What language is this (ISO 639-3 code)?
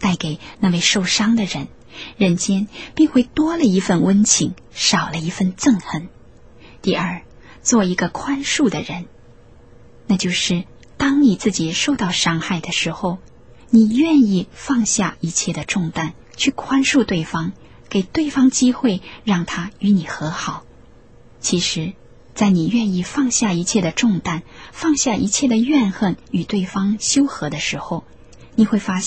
zho